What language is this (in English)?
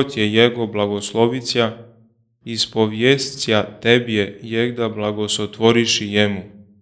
Church Slavic